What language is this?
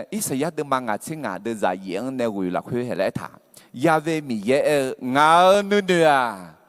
Akha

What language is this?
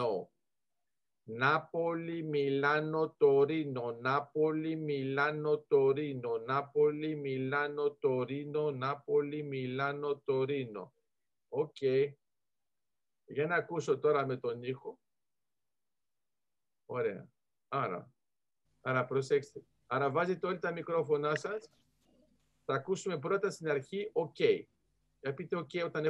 Greek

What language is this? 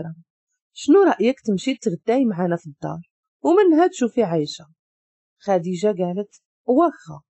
Moroccan Arabic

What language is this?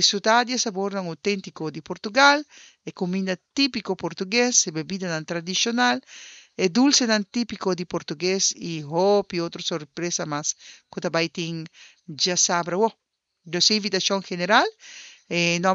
Papiamento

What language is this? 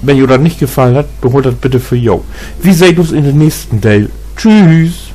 Low German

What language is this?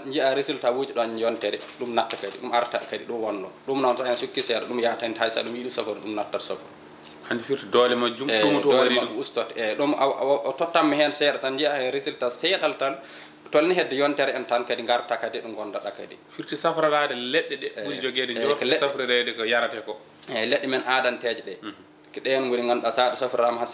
Fula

